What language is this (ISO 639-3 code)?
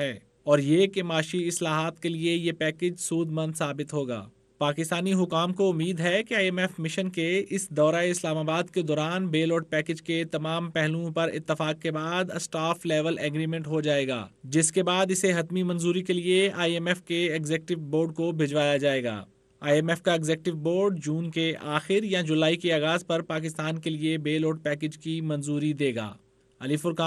urd